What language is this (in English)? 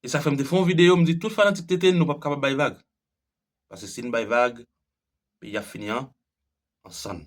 Haitian Creole